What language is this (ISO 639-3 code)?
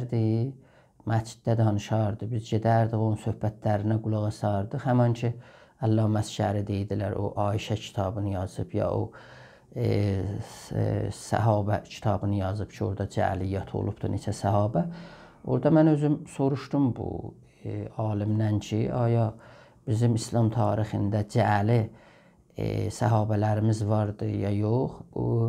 azb